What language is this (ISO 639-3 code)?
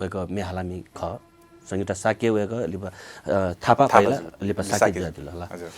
new